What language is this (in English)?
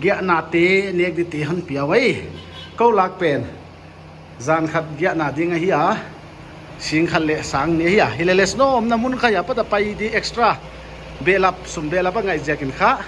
Paite Chin